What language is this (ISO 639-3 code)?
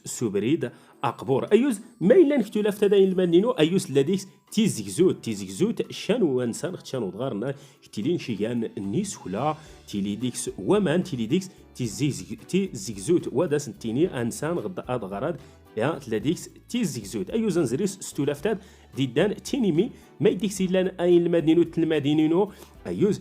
zgh